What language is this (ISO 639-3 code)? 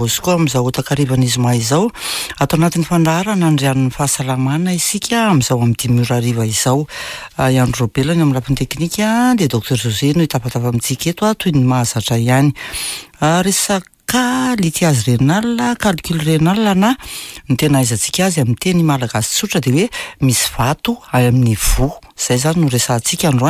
mlg